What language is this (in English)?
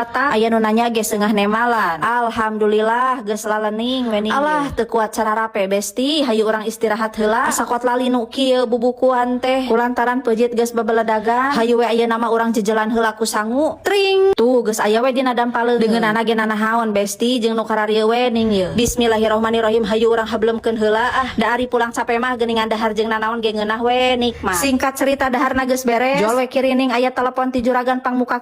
Sundanese